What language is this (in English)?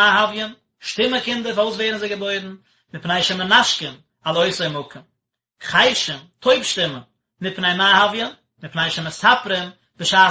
Yiddish